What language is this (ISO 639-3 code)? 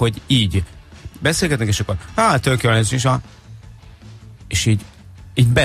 hun